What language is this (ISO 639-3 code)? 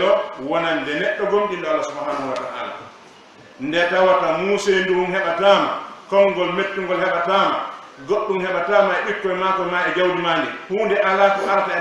ful